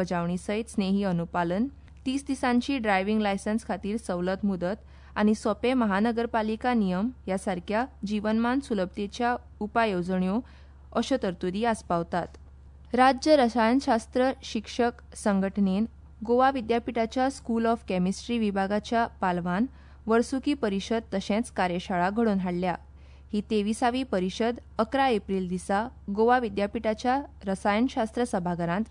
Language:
Konkani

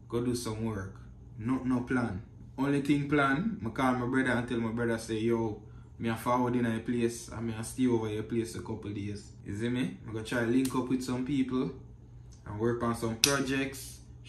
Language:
Jamaican Creole English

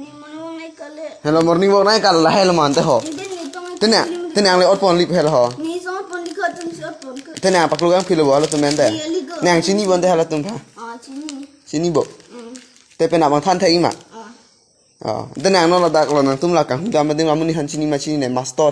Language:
Karbi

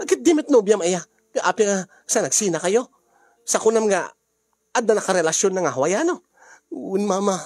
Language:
Iloko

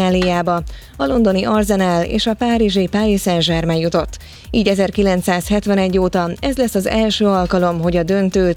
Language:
Hungarian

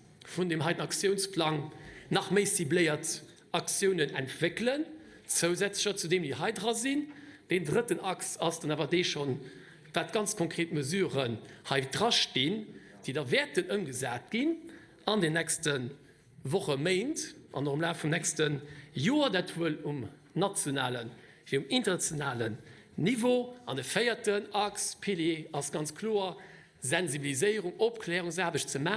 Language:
Luxembourgish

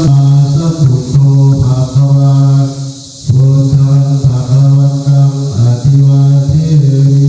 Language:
Pali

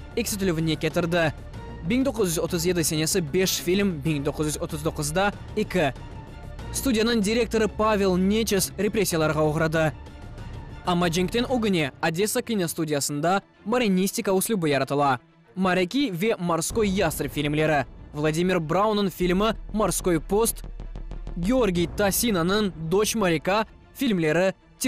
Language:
Crimean Tatar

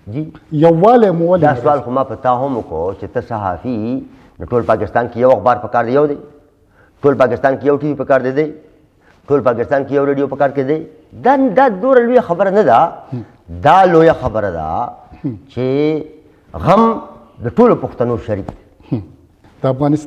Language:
Pashto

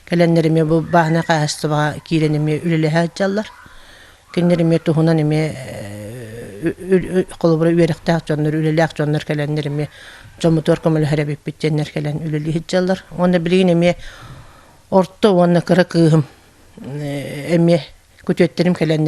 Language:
Yakut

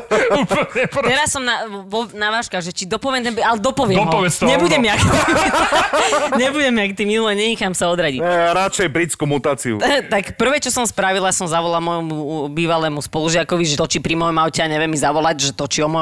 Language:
Slovak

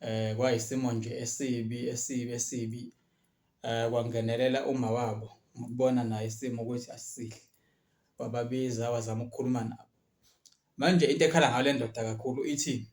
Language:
Zulu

